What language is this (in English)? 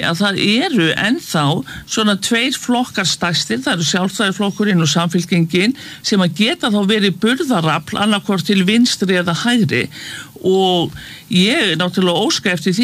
Icelandic